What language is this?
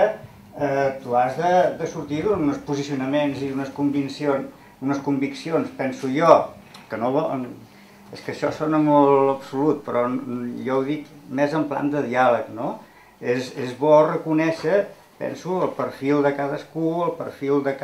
Catalan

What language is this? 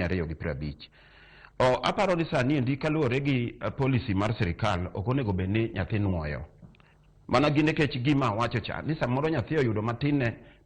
Luo (Kenya and Tanzania)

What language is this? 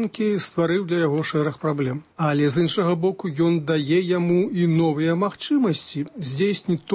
Belarusian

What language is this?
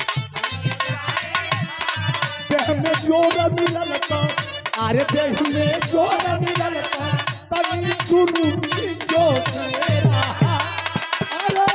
Bhojpuri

